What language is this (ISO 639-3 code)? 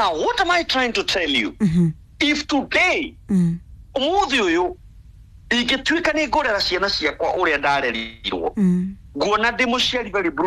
kik